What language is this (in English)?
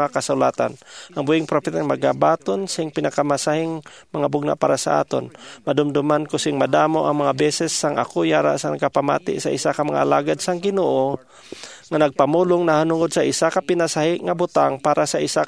Hiligaynon